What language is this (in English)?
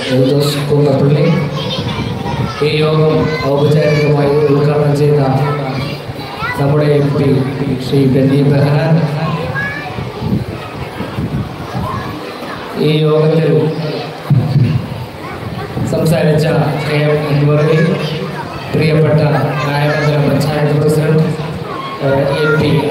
Malayalam